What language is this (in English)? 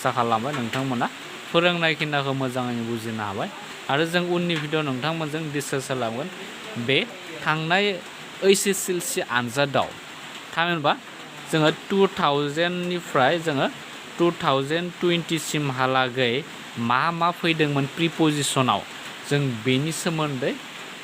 Bodo